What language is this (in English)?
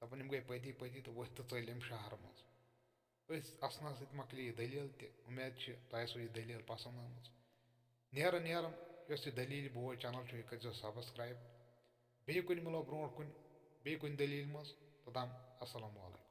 Kashmiri